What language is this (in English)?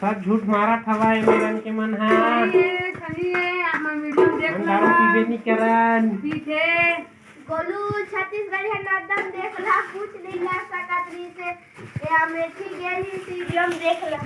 Chhattisgarhi